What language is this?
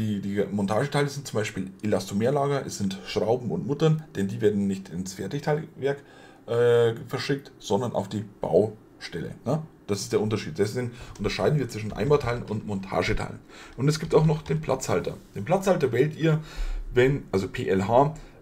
German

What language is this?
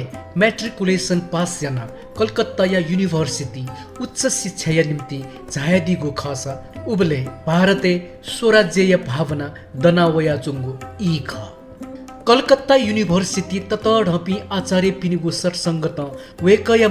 Newari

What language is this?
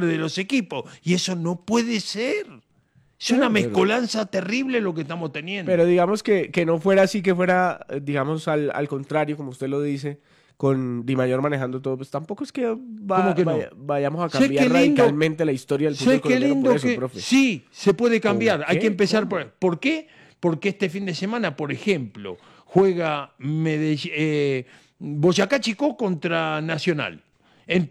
Spanish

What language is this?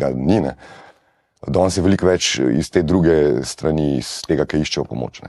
Slovenian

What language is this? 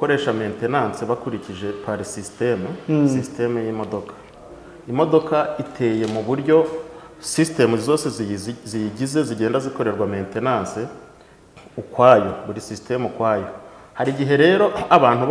Kinyarwanda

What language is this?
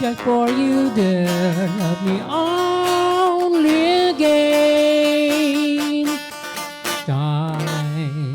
Hiligaynon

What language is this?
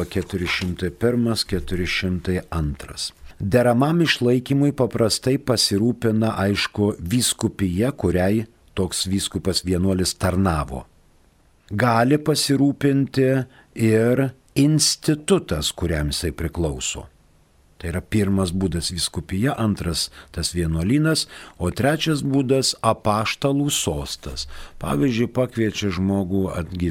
Lithuanian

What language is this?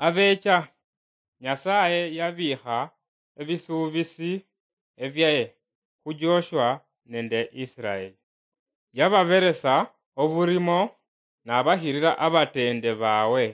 Luyia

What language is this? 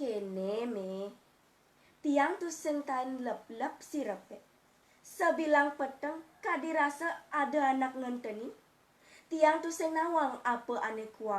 Balinese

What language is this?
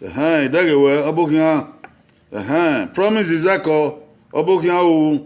Bini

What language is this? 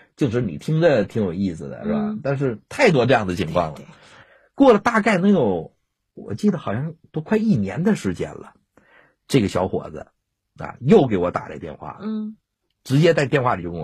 Chinese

